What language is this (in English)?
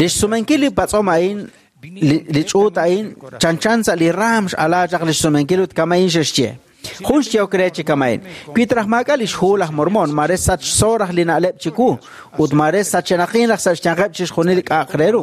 Kekchí